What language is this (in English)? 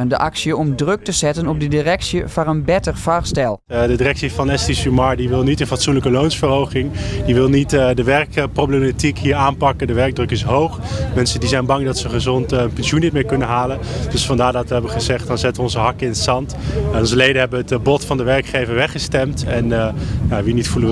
Western Frisian